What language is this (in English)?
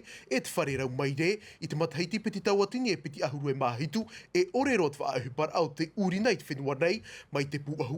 Tahitian